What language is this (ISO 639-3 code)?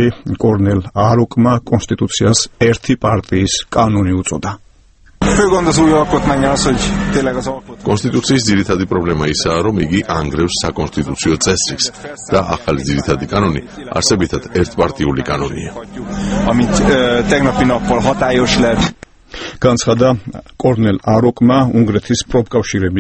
kat